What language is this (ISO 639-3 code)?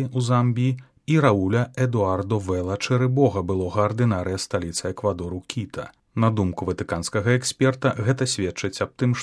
bel